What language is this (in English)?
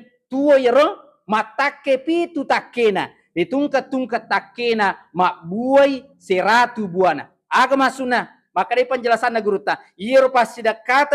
Buginese